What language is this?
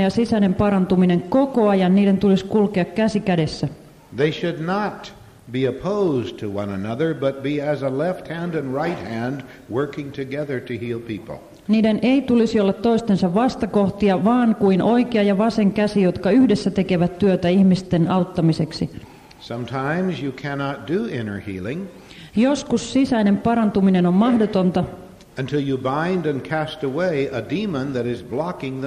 Finnish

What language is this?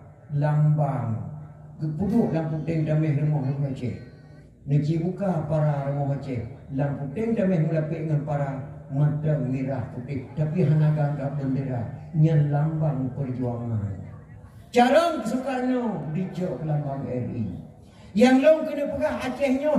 Achinese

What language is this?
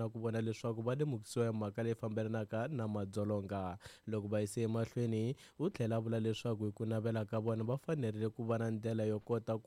Tsonga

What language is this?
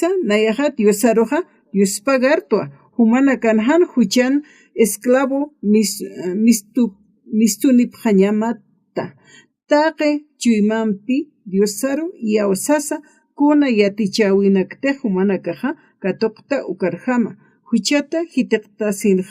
Aymara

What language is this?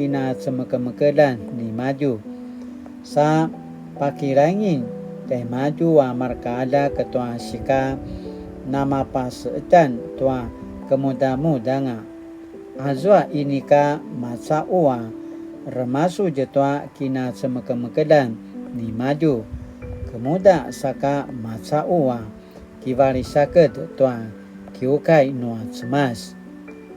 Paiwan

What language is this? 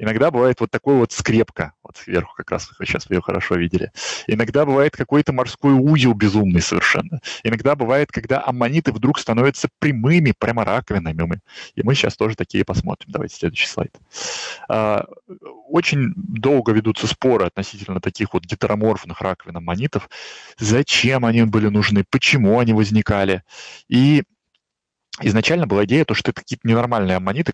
Russian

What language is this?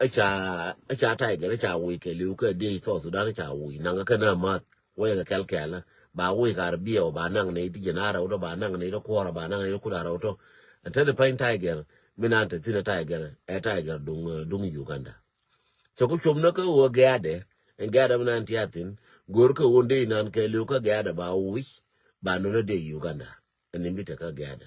Nuer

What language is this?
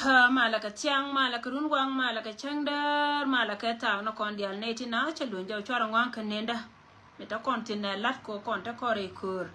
Nuer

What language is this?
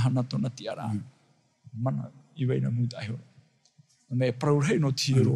Tahitian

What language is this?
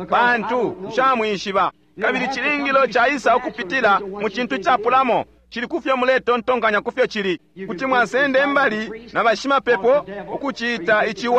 Bemba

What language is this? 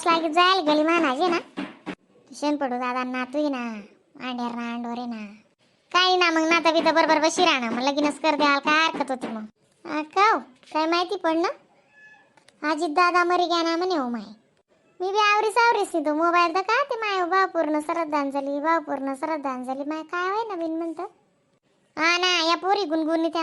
Khandesi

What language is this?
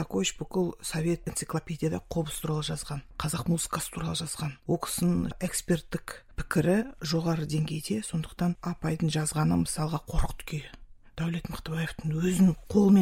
Kazakh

